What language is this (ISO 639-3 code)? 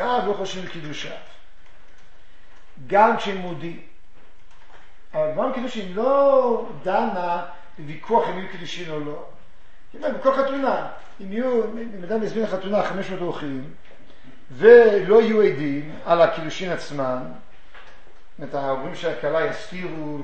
heb